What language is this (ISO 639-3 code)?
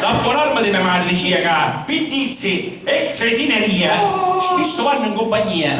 scn